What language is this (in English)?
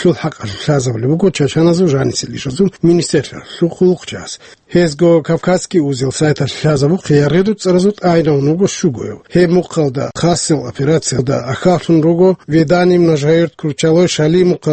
Avaric